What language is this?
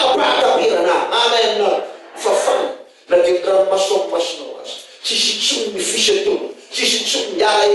Malagasy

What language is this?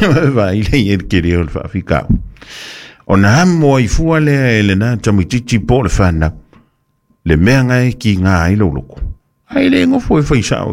Samoan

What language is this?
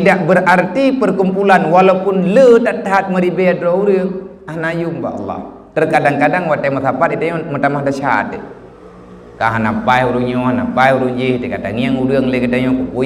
Achinese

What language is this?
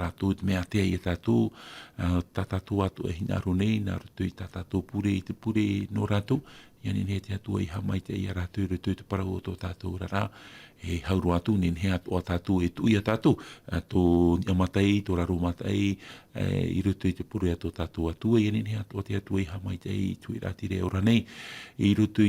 Tahitian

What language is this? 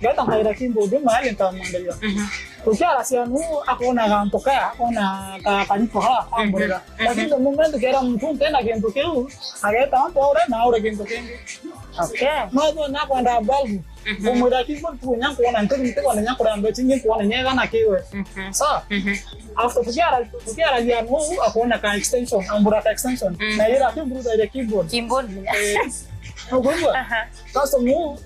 Meru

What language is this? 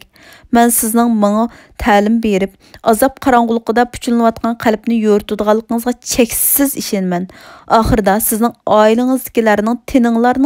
Uyghur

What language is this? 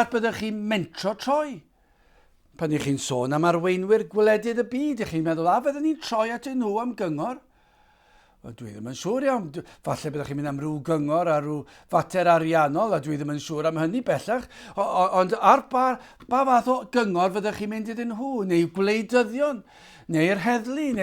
Welsh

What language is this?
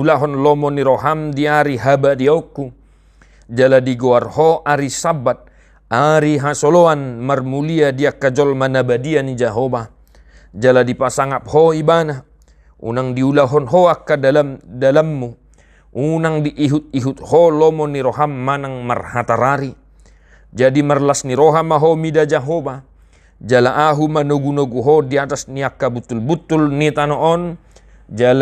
Batak Toba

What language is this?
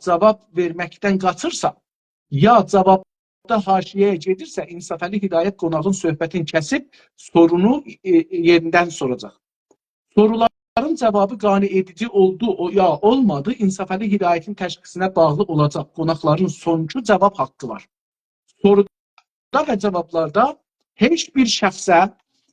South Azerbaijani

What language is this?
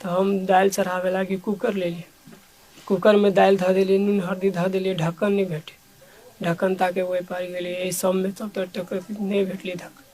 Maithili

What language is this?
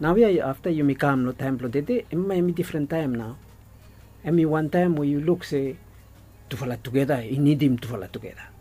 Bislama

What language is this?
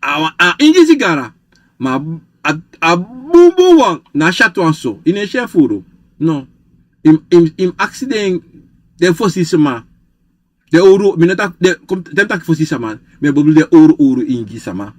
Sranan Tongo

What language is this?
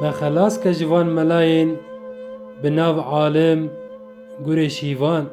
Kurdish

